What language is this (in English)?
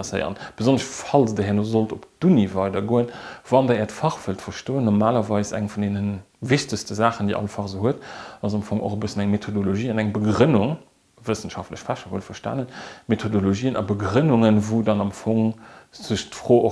Luxembourgish